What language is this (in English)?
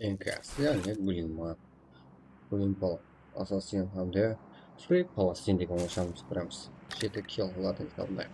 Kara-Kalpak